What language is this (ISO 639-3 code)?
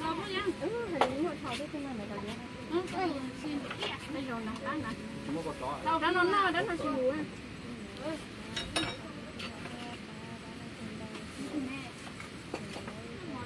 vie